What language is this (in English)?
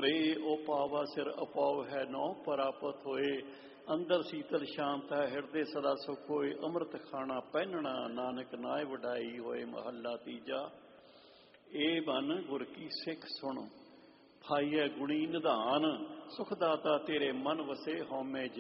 Punjabi